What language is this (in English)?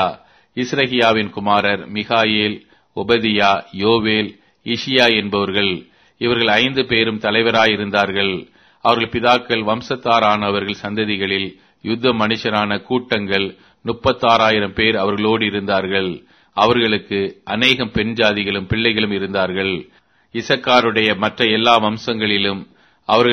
Tamil